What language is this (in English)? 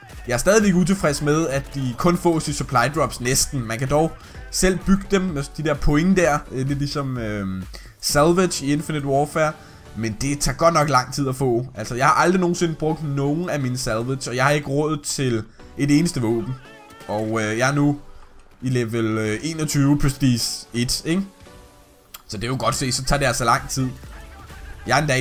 Danish